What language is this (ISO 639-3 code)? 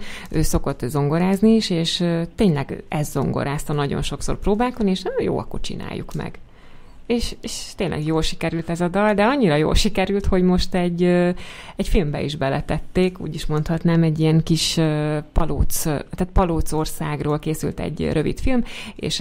hun